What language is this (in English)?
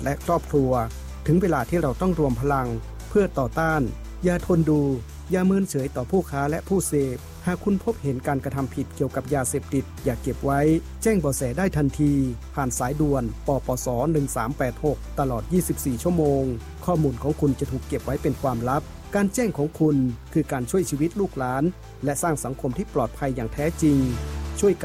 Thai